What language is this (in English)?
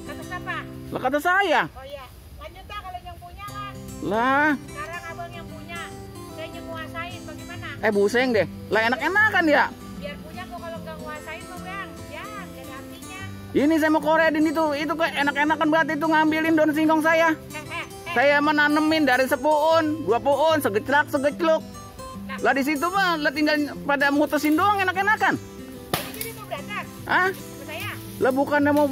Betawi